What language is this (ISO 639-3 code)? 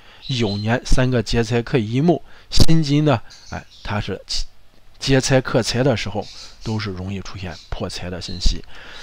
zho